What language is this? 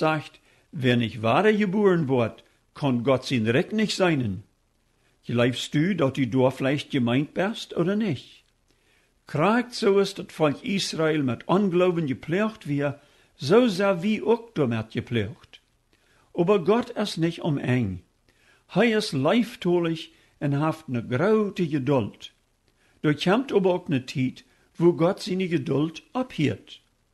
Plautdietsch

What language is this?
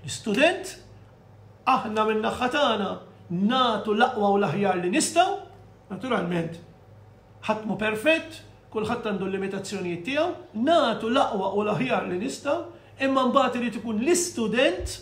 Maltese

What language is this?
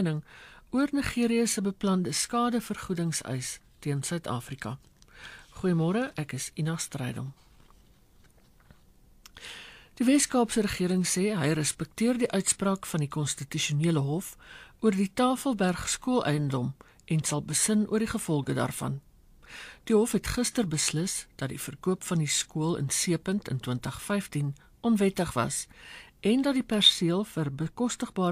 Afrikaans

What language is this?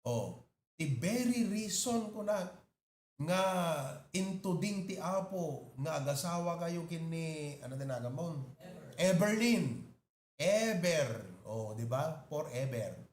Iloko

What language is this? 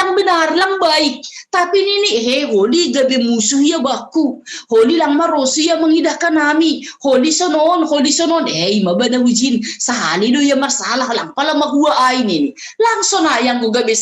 Batak Simalungun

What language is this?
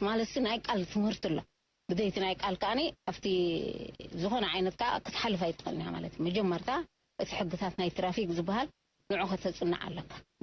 Tigrinya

